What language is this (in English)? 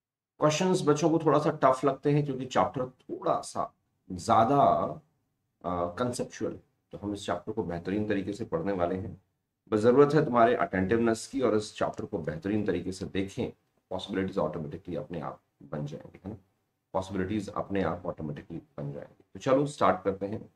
Hindi